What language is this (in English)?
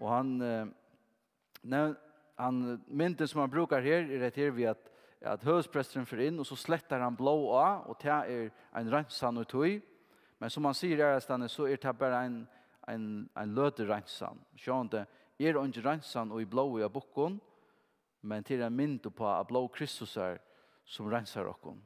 Faroese